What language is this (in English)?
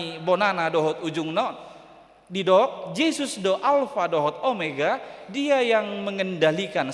Batak Toba